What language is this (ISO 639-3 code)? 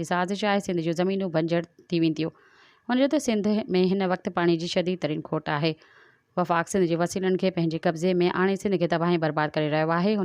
snd